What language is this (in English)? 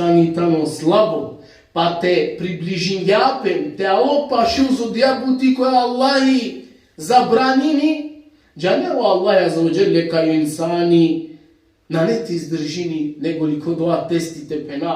Balkan Romani